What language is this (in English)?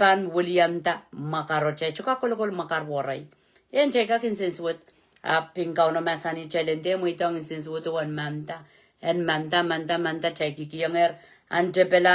Pohnpeian